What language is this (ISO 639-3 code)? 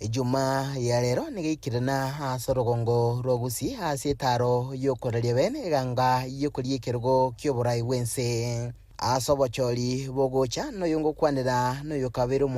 guz